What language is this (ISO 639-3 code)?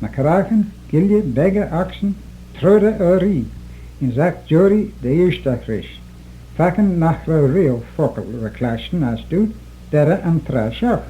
glv